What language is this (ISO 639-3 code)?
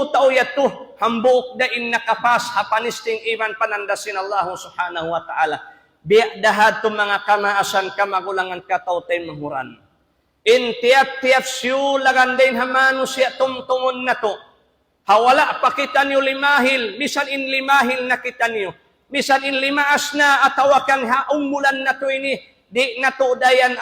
tsg